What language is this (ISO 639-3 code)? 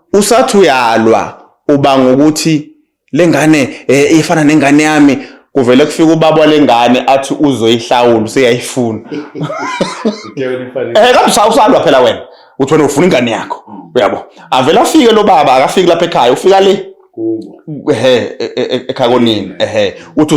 zul